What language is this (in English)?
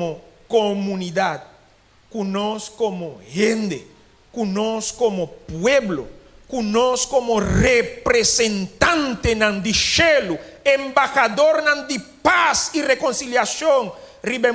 Papiamento